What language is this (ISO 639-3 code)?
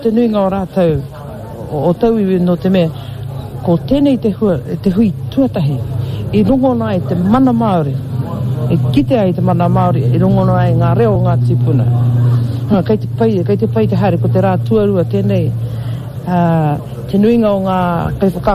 mri